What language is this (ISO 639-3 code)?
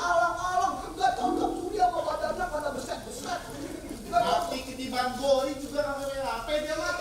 bew